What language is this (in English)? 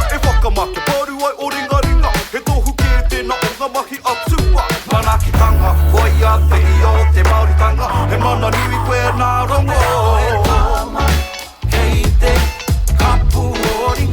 Māori